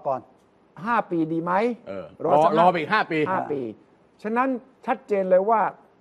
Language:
Thai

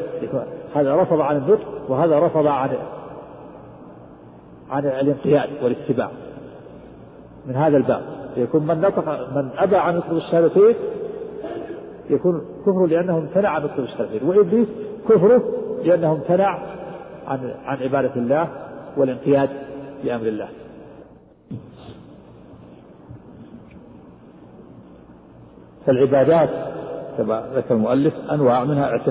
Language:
Arabic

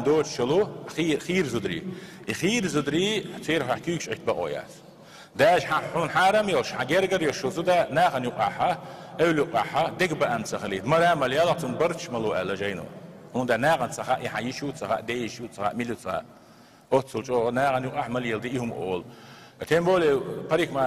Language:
Chechen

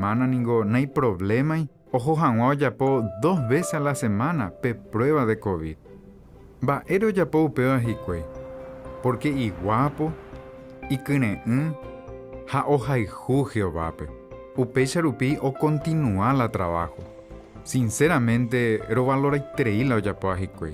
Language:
Guarani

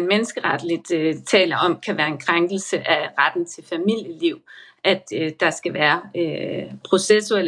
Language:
Danish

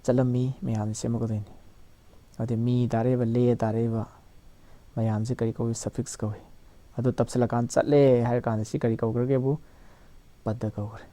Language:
Manipuri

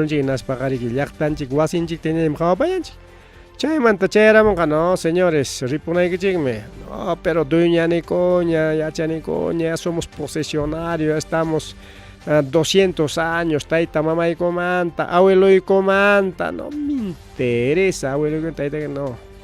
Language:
Ayacucho Quechua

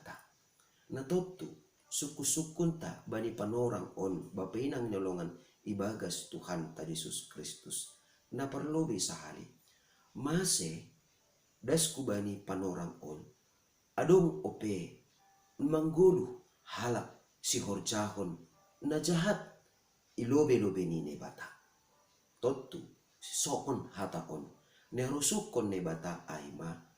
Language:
Batak Simalungun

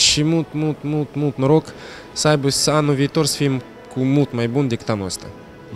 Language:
Romanian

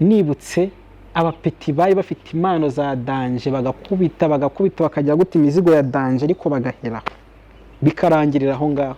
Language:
Kinyarwanda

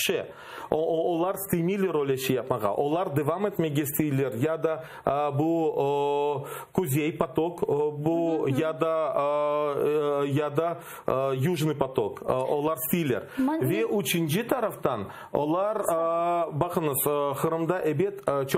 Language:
Crimean Tatar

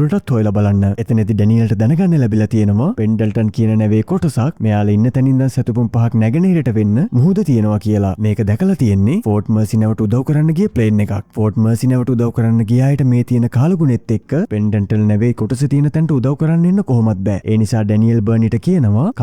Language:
Sinhala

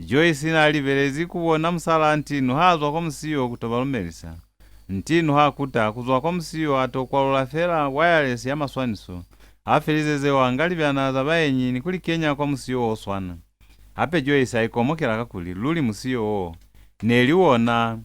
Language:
Lozi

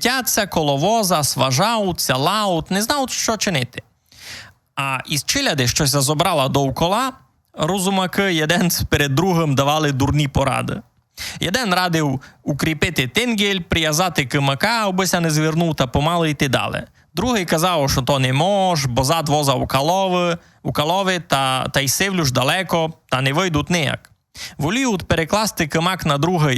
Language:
Rusyn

